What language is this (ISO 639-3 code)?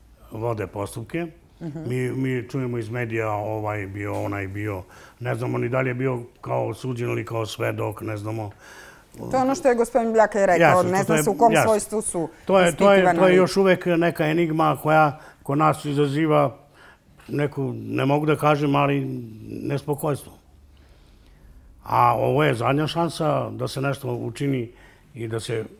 srp